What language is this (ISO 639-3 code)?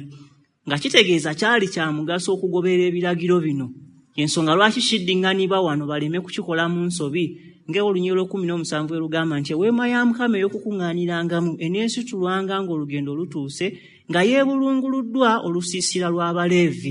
lug